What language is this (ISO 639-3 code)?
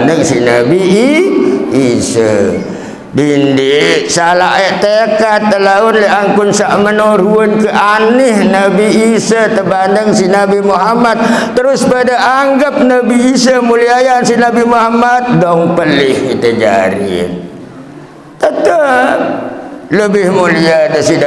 sas